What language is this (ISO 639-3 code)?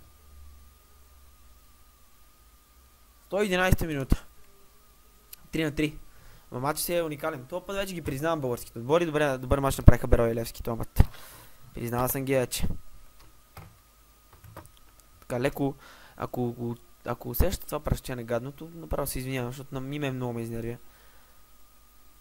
bul